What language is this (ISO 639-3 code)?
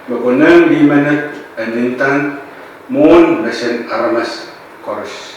pon